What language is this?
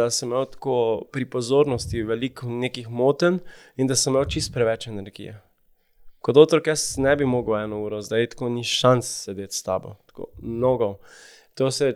Slovenian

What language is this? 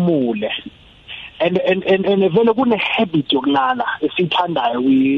South Ndebele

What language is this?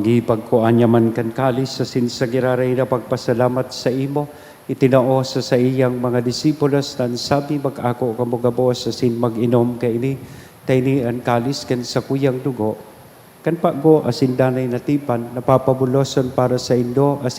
Bikol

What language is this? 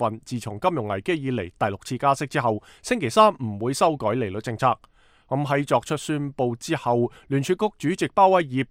Cantonese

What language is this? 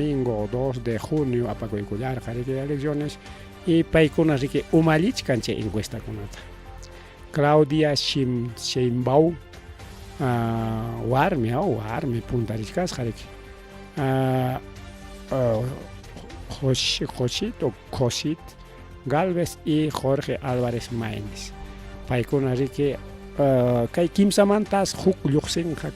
Ayacucho Quechua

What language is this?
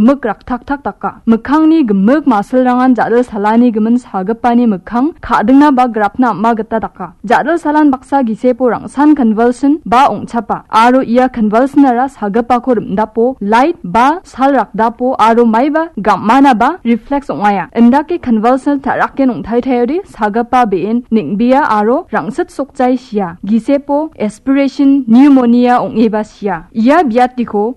Garo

